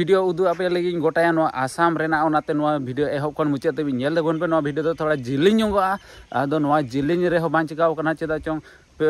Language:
Santali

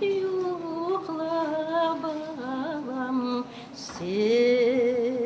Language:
Crimean Tatar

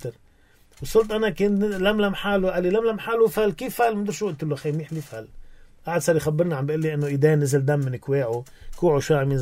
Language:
North Levantine Arabic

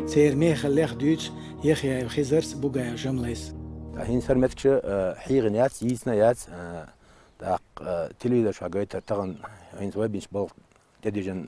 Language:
Chechen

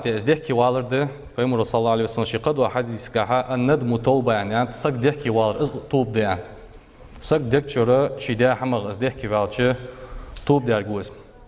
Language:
Ingush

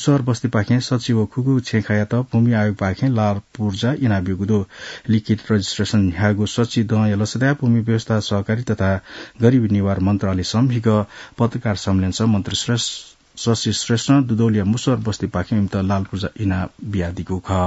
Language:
Newari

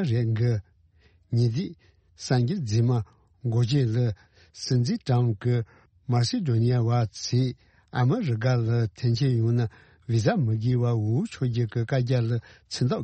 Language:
Tibetan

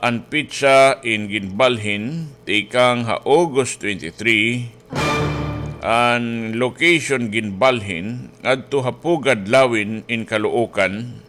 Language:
Waray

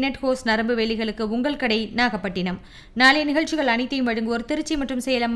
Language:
Tamil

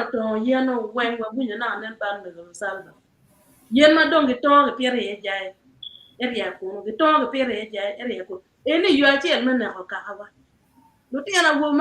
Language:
Acoli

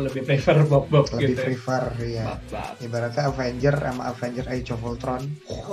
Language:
Indonesian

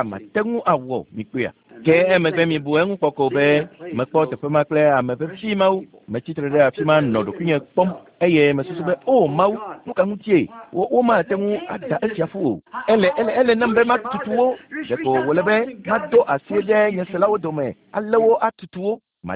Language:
Ewe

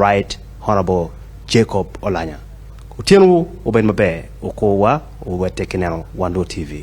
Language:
Acoli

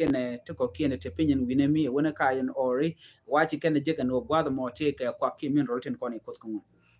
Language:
Nuer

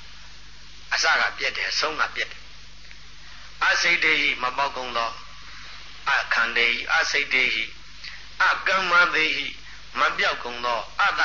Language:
Burmese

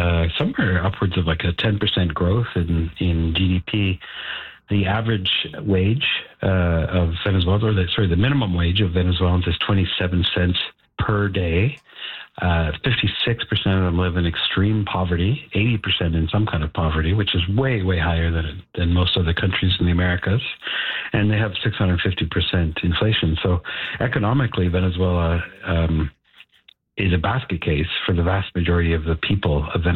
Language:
English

